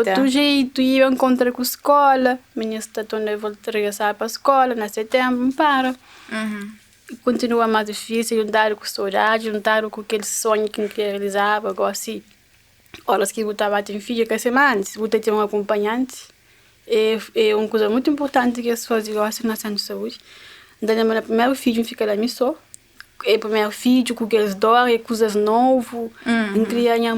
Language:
Kabuverdianu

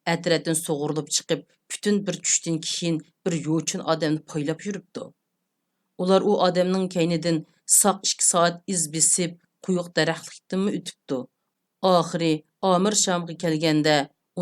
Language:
Uyghur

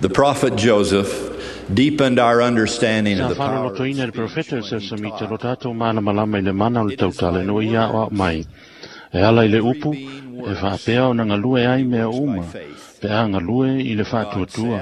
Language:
Samoan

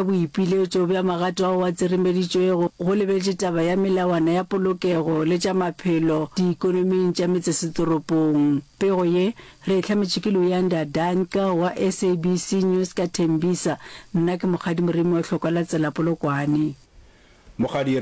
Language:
Northern Sotho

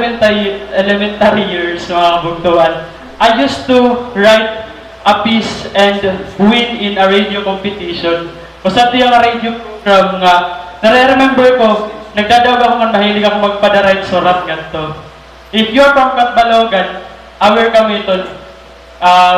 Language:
Waray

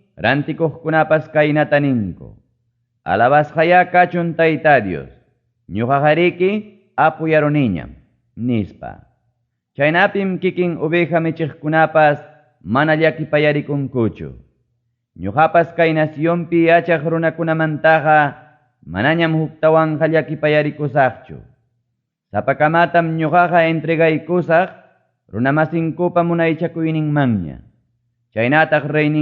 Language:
Ayacucho Quechua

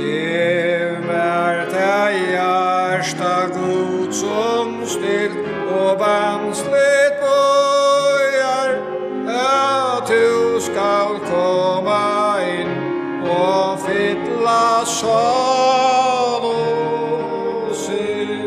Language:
Faroese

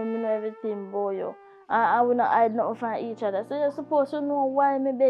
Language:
Jamaican Creole English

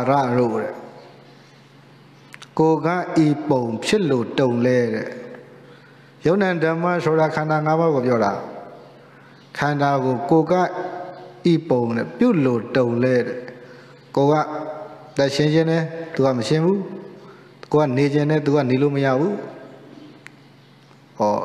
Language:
Burmese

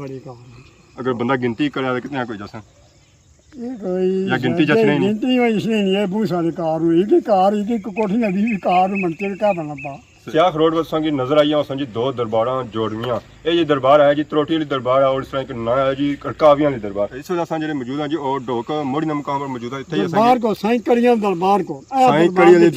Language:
Pahari-Potwari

